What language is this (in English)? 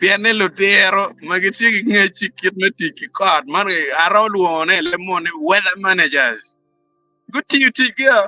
Acoli